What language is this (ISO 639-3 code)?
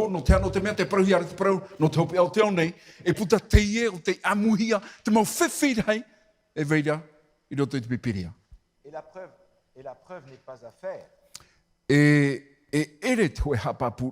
tah